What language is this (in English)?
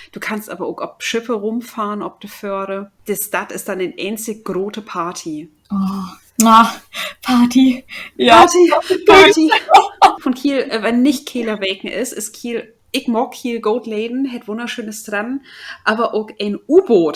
Low German